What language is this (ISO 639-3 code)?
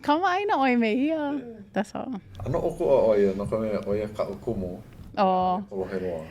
haw